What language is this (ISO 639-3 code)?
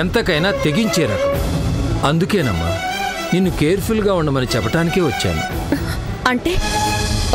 tel